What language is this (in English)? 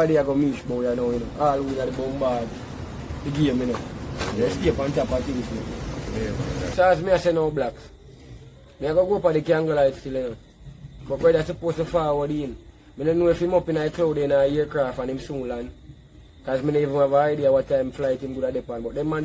Jamaican Creole English